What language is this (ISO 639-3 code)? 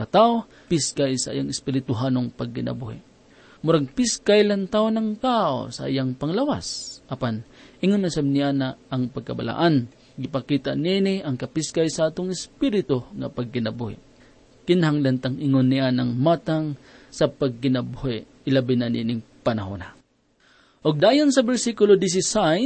ceb